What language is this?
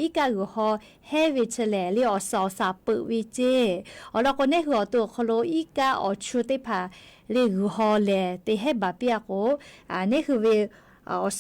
Lahu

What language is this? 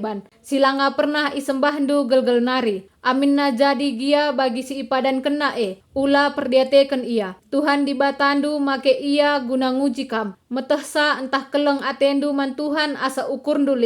Batak Karo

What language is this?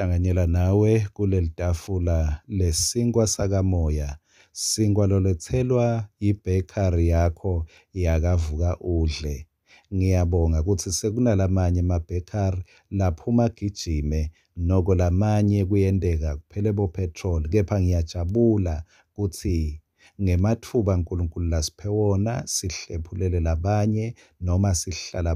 Swati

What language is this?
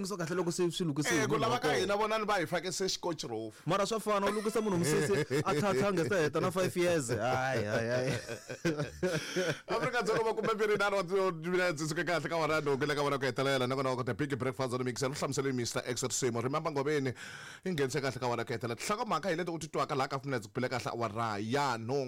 Tsonga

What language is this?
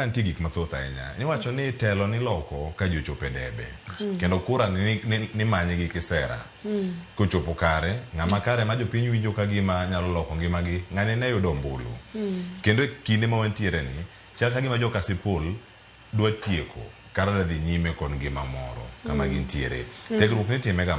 Luo (Kenya and Tanzania)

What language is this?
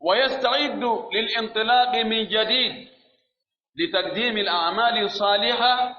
Pular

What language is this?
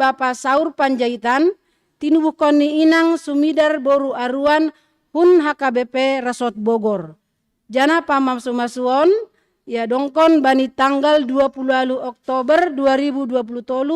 Batak Simalungun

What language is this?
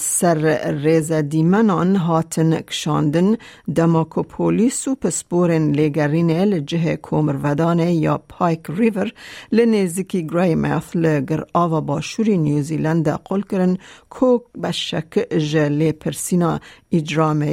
Kurdish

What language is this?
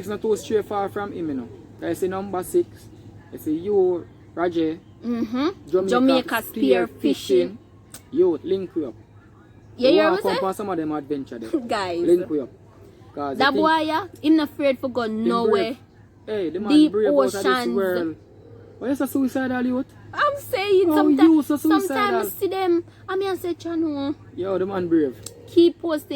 Jamaican Creole English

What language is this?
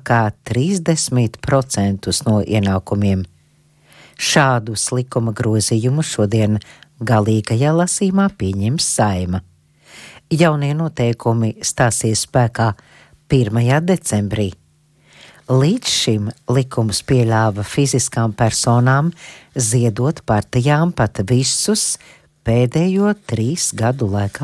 Latvian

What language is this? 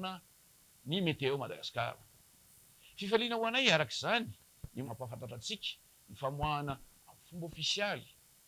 Malagasy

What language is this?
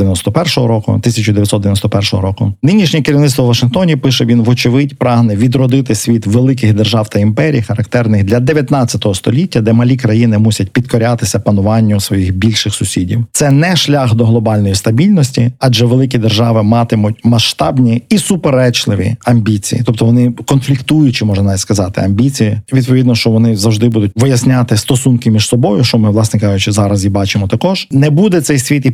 Ukrainian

